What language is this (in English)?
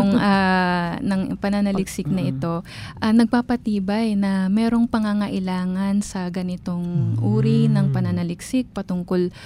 Filipino